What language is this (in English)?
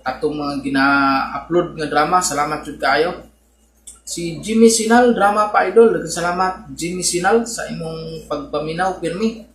Cebuano